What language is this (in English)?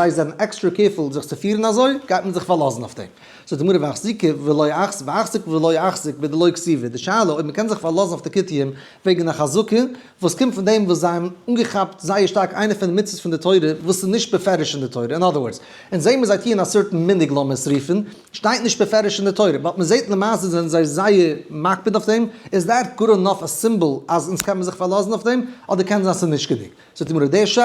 Yiddish